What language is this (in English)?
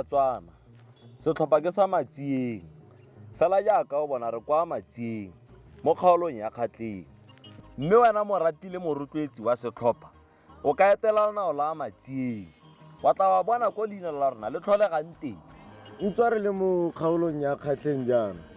Tswana